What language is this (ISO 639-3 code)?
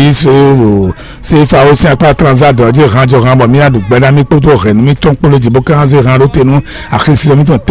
fon